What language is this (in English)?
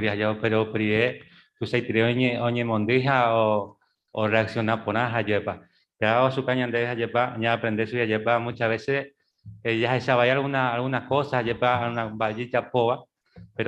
Guarani